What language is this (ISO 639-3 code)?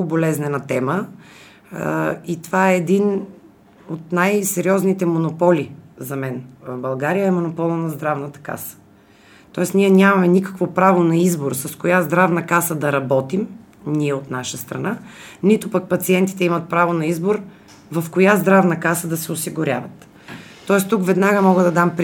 bul